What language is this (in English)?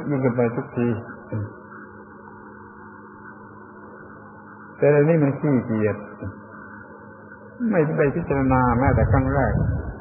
Thai